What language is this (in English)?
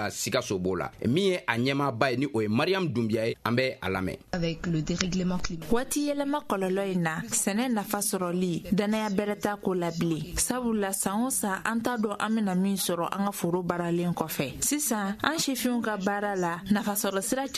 Bambara